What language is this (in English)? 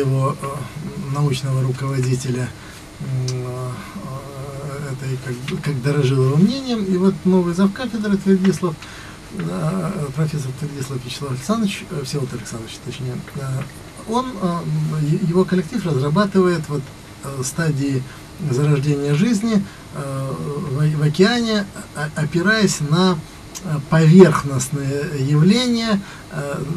Russian